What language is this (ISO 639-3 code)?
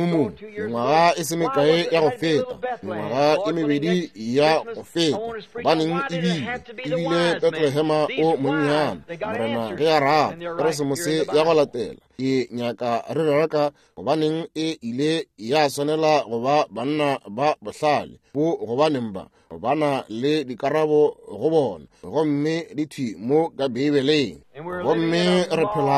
nso